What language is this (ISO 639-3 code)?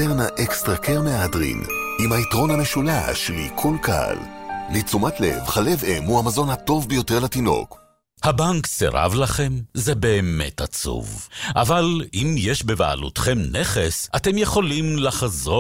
heb